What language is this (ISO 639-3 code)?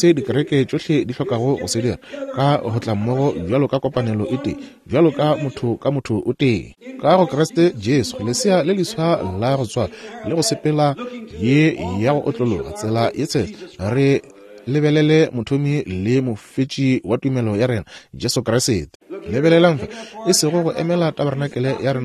nso